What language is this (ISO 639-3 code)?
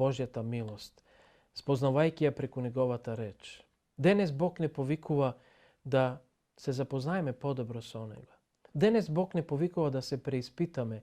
mkd